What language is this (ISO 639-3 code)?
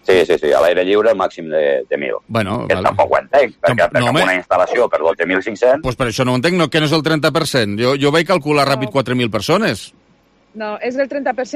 cat